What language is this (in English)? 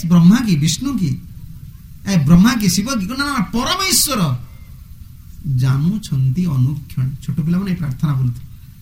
Odia